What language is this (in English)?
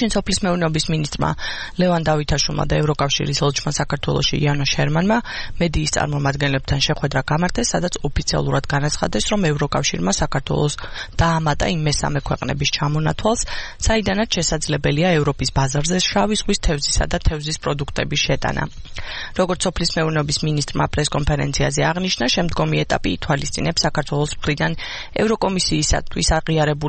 Georgian